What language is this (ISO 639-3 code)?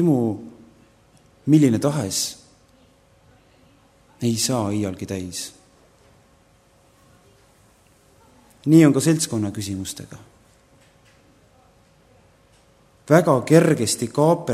est